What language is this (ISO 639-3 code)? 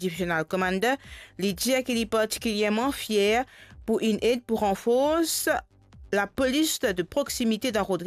mfe